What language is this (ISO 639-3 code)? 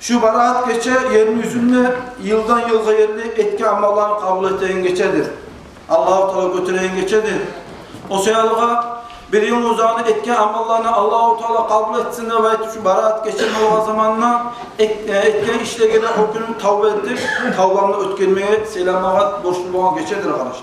kum